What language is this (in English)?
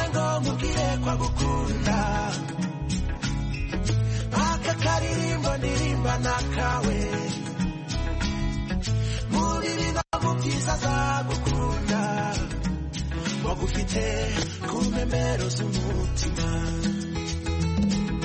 Kinyarwanda